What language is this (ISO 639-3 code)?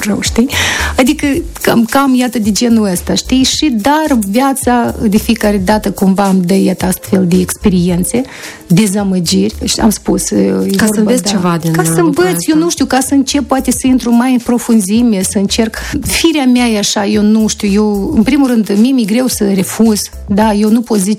ron